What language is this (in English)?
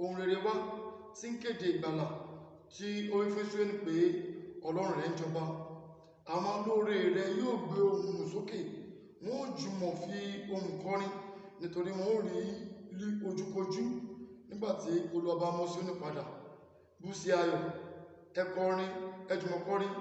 Yoruba